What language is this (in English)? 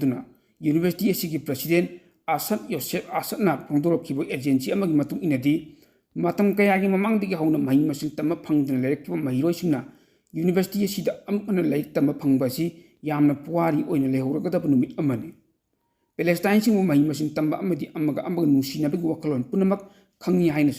Manipuri